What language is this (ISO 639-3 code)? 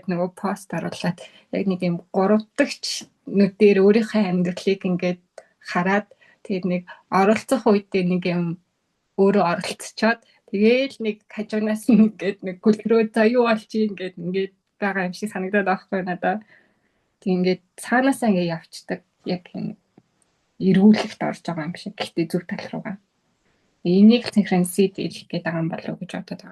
mon